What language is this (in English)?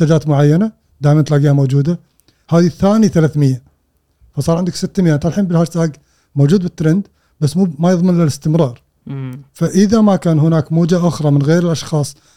Gulf Arabic